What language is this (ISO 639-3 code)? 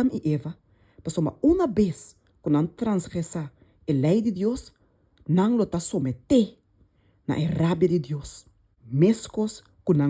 pap